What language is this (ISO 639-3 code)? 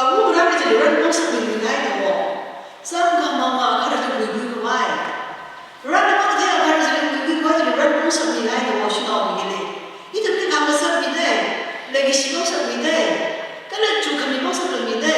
nmf